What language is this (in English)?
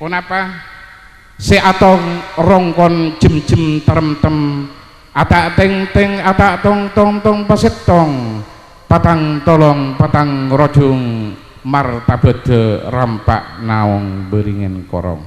Madurese